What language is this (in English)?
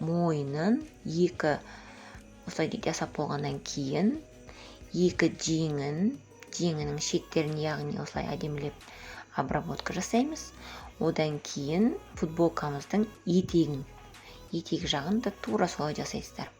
Kazakh